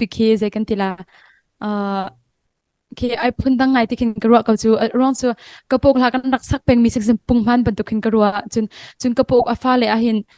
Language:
Hakha Chin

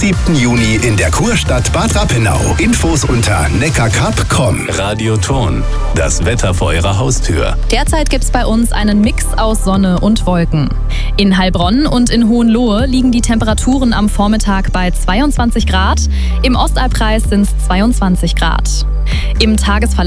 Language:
German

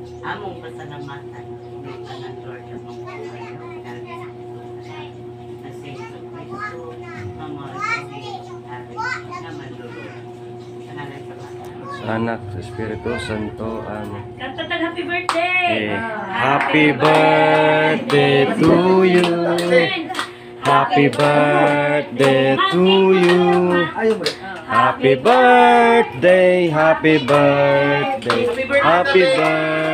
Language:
Filipino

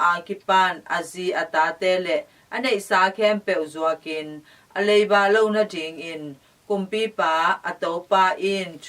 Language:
Tedim Chin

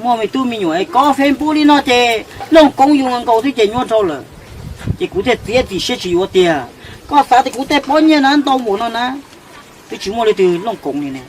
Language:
Hmong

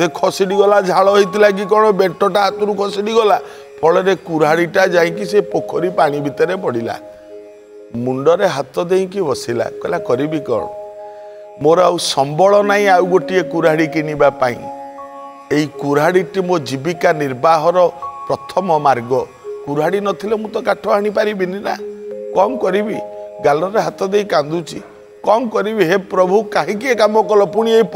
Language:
Odia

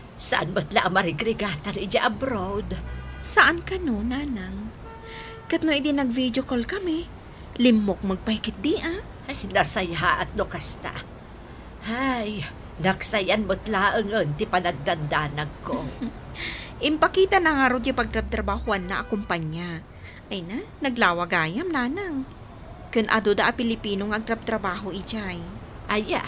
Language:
Iloko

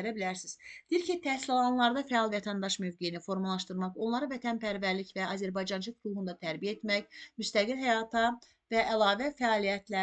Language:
Azerbaijani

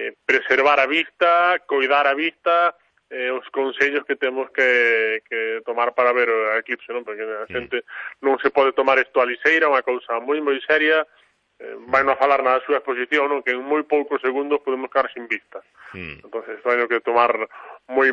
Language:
Galician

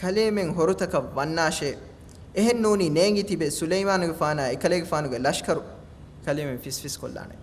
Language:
Divehi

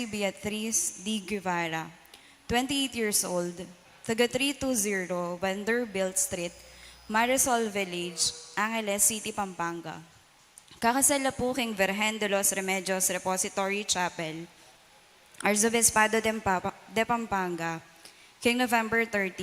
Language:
Pampanga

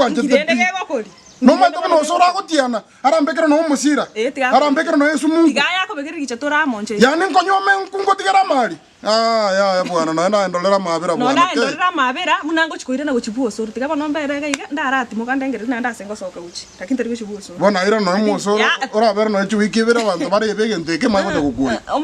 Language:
Gusii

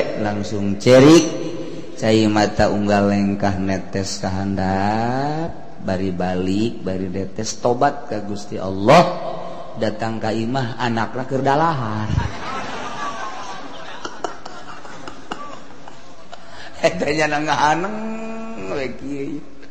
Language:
Sundanese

